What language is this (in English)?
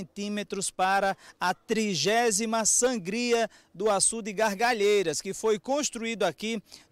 Portuguese